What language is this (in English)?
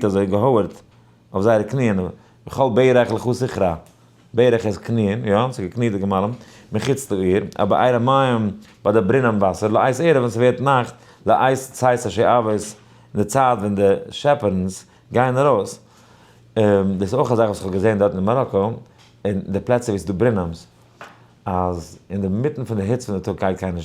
Yiddish